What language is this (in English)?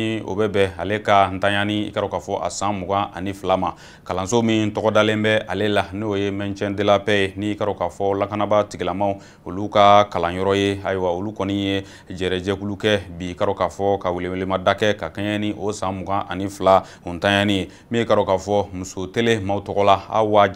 Bambara